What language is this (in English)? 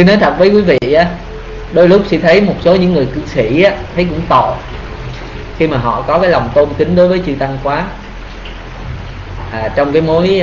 Vietnamese